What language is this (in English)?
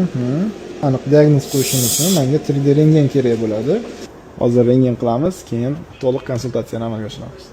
Uzbek